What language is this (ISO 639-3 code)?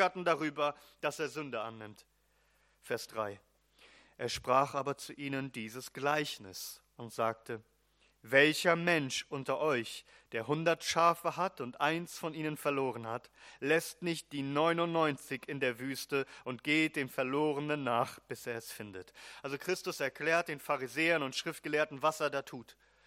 deu